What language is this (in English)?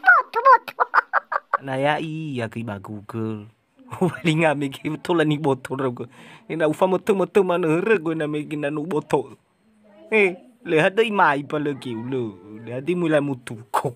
Nias